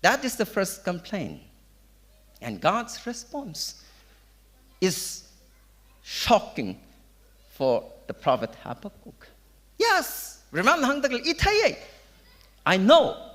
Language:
Tangkhul Naga (India)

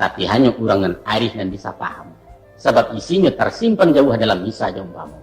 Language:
Minangkabau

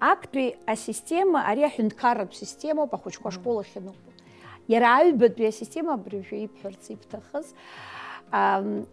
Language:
Abkhazian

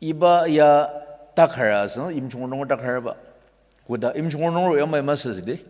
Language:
Ao Naga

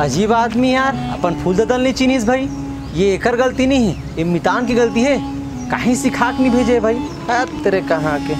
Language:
Chhattisgarhi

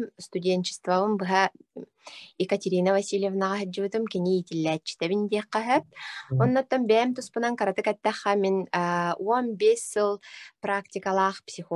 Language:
Yakut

